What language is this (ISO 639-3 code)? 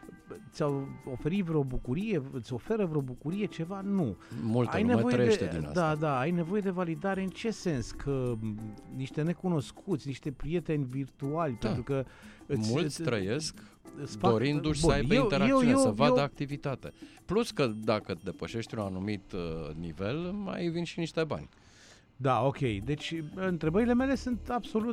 ron